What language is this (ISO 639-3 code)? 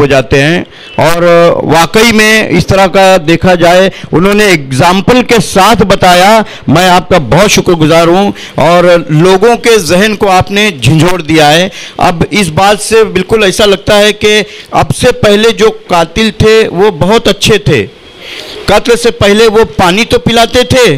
hin